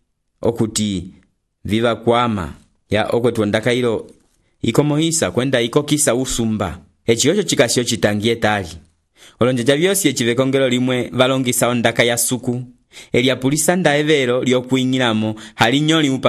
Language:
Umbundu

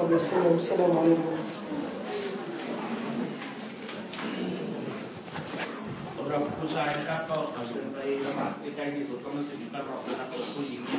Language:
Thai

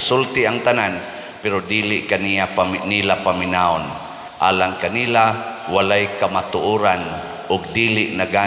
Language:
Cebuano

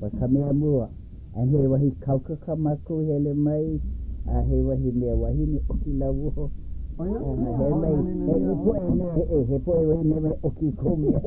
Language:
Hawaiian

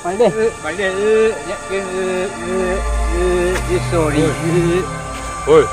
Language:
Minangkabau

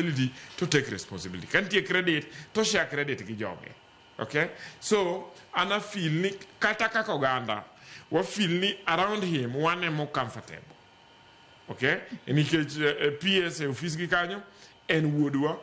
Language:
Luo (Kenya and Tanzania)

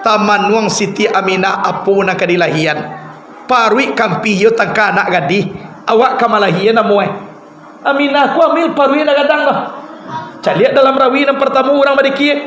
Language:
Minangkabau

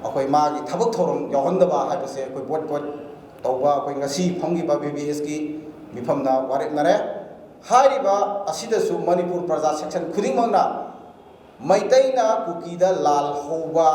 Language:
Manipuri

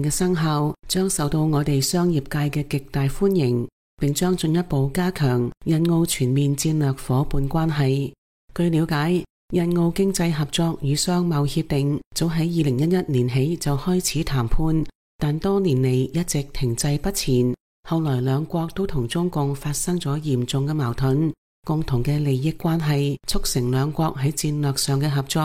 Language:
Cantonese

